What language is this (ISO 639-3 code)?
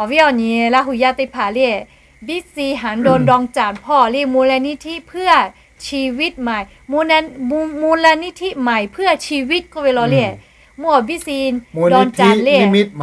lhu